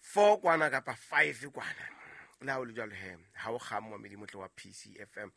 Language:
Southern Sotho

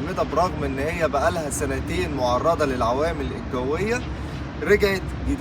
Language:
Egyptian Arabic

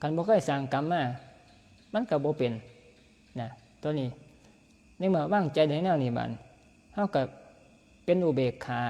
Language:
Northeastern Thai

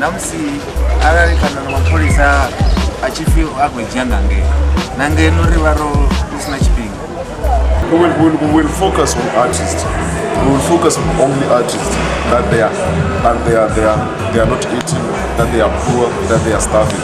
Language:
Venda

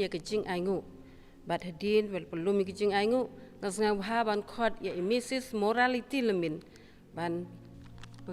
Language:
Khasi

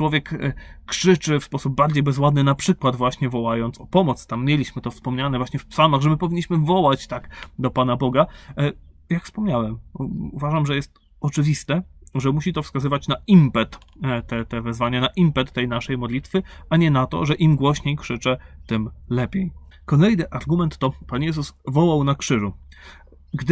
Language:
Polish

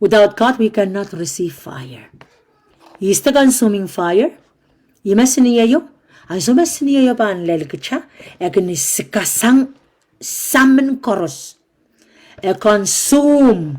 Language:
Pohnpeian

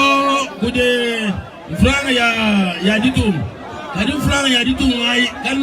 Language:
Luba-Lulua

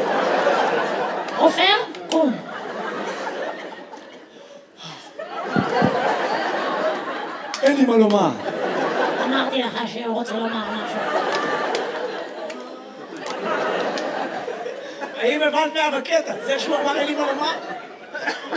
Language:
Hebrew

